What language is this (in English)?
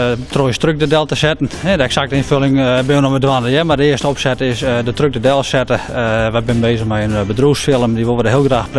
Western Frisian